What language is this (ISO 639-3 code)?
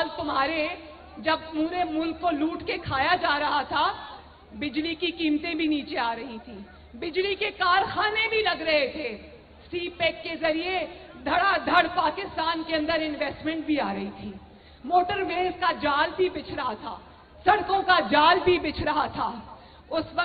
urd